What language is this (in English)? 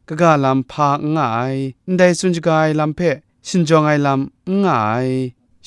Kachin